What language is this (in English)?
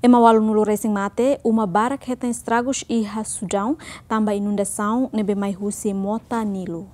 Tetum